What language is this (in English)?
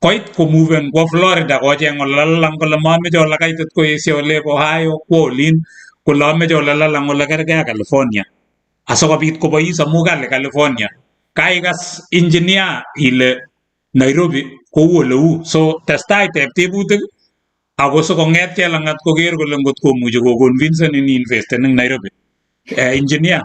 Kalenjin